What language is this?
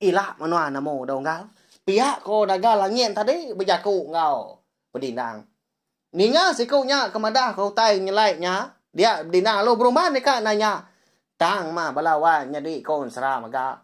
Iban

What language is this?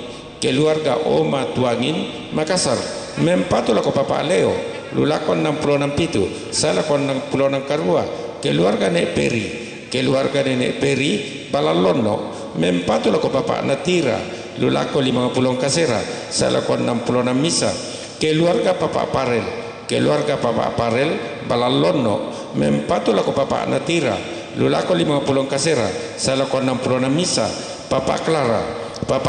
Toraja-Sa'dan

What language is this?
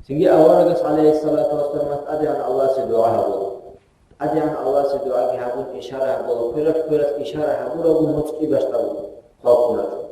Avaric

